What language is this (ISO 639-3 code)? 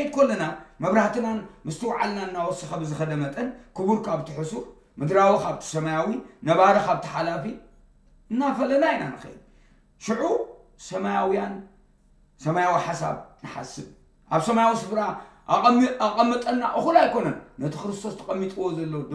tir